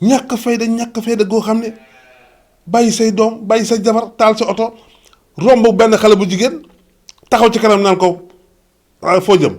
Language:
Wolof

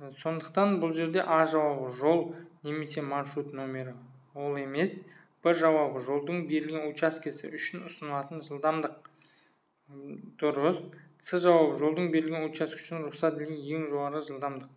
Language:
Kazakh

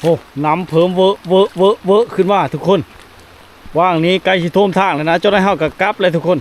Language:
Lao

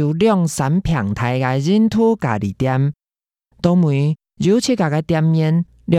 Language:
Hakka Chinese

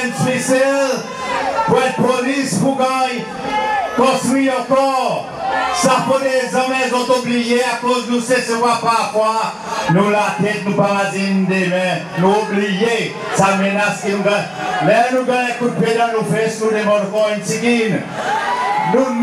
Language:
Seselwa Creole French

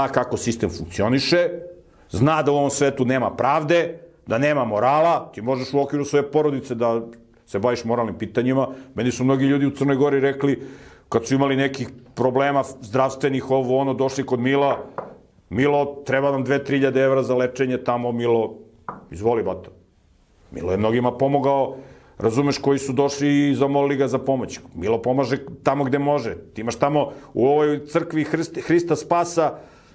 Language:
Serbian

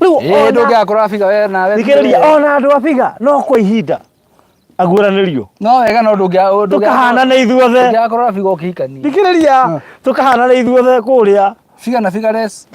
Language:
Kikuyu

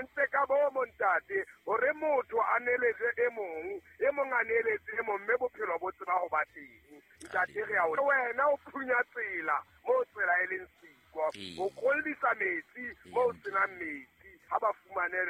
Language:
Southern Sotho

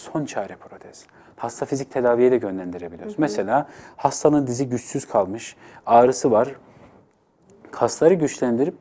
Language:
Turkish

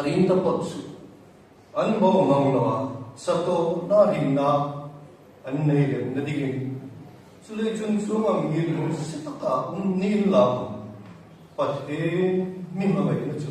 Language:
Hmar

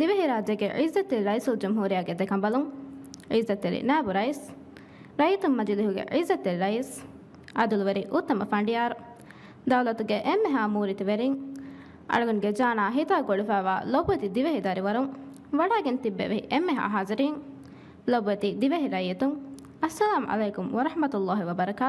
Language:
Divehi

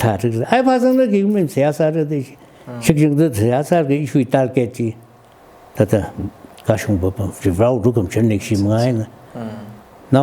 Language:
Tangkhul Naga (India)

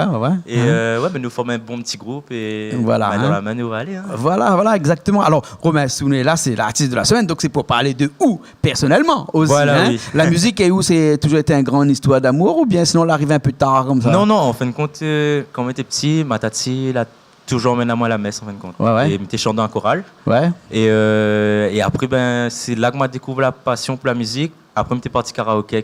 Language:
Réunion Creole French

